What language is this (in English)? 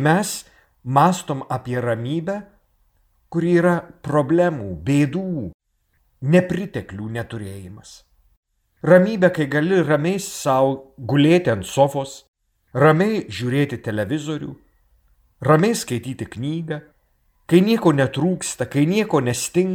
Lithuanian